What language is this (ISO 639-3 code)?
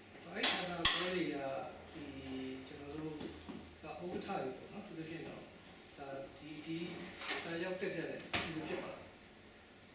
mya